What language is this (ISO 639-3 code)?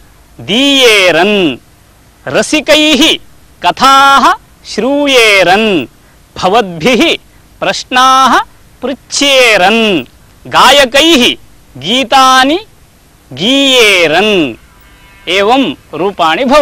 san